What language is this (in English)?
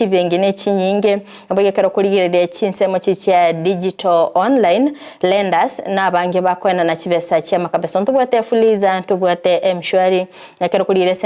Gusii